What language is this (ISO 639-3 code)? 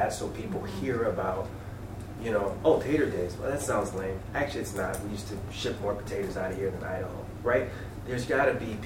eng